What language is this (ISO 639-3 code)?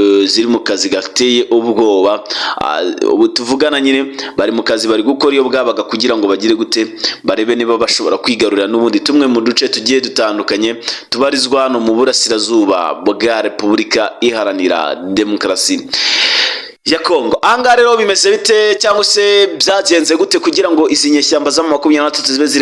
kin